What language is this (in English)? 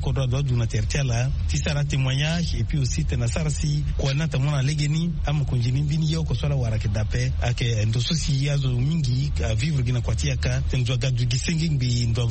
Sango